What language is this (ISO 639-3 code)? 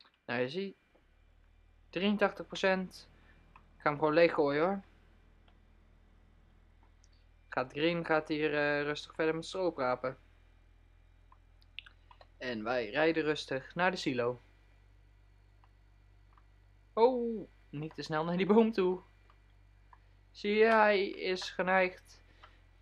nld